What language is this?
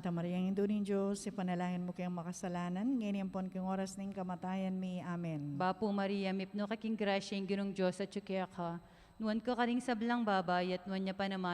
Pampanga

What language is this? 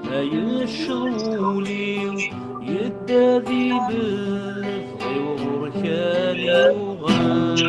Kabyle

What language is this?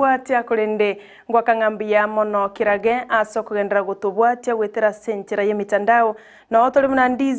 Gusii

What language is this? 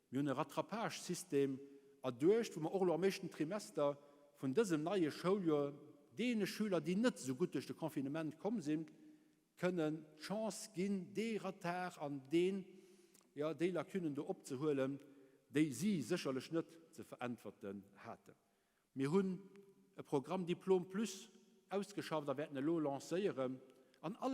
Luxembourgish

